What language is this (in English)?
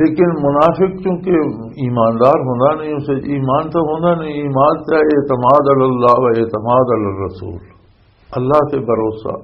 Western Panjabi